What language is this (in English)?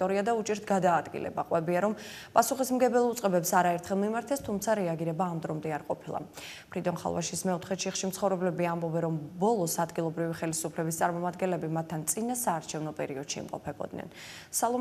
Georgian